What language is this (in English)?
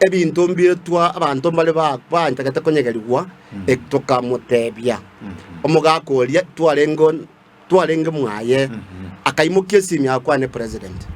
Gusii